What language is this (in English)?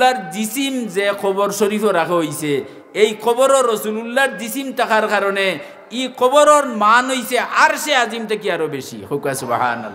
Sylheti